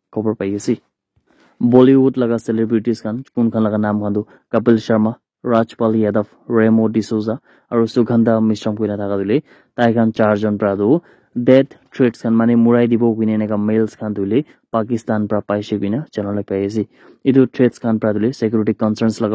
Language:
Naga Pidgin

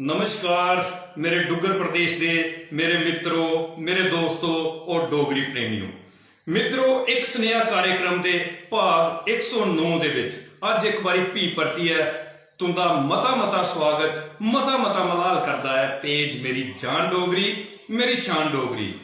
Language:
Dogri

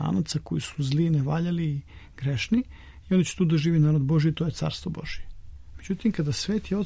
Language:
Serbian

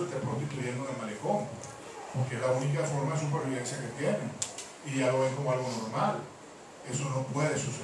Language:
Spanish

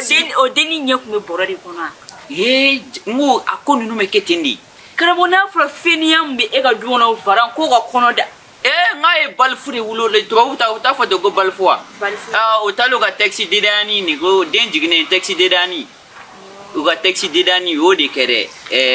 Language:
Bambara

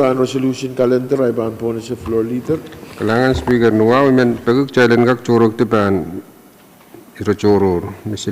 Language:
Pohnpeian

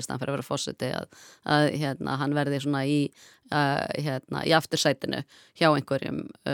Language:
Icelandic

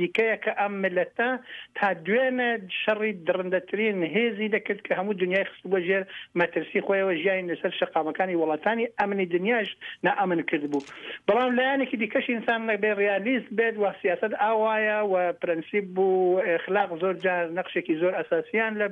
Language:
Central Kurdish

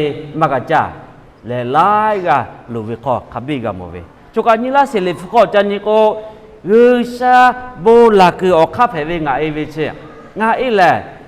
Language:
Lahu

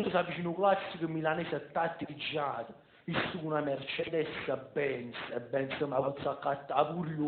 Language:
Neapolitan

